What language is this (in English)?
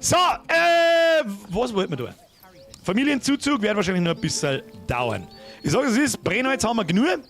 Bavarian